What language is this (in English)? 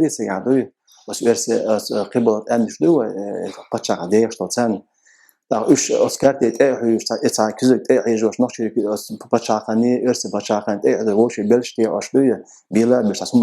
Chechen